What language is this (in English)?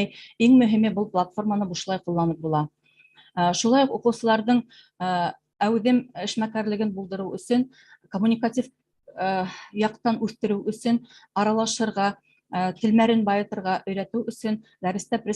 Bashkir